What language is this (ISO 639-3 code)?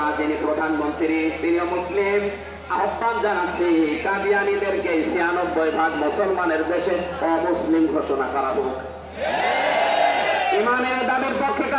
ben